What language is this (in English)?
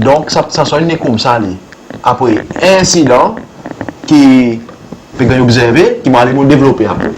Seselwa Creole French